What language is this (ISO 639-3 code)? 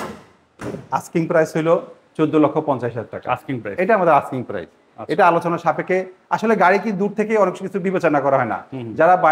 ben